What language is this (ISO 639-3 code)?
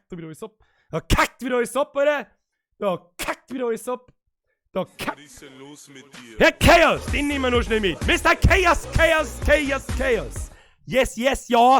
bar